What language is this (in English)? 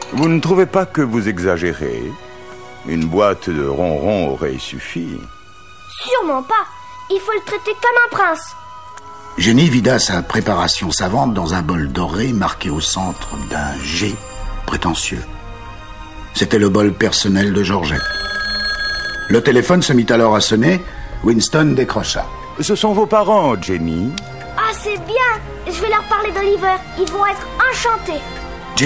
French